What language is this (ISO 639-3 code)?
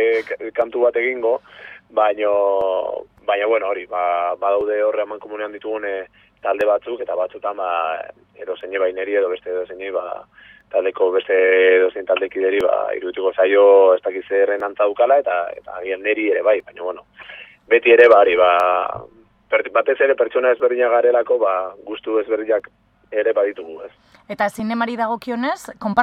eus